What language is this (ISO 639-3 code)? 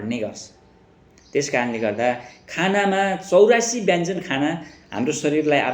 nep